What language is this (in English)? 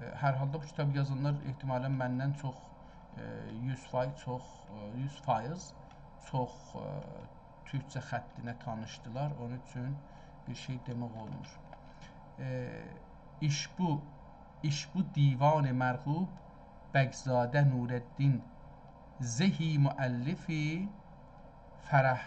South Azerbaijani